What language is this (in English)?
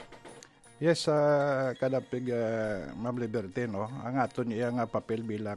Hiligaynon